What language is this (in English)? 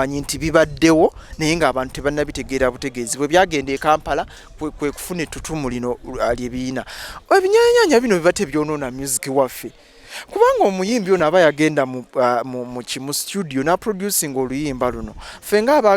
Ganda